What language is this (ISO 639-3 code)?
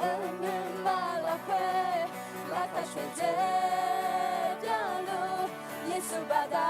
ahk